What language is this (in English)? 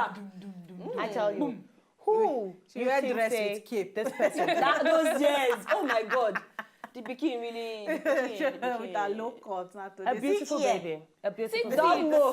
Nigerian Pidgin